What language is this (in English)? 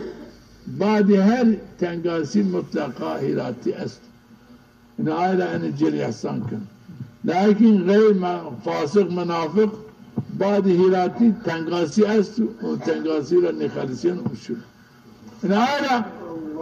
Zaza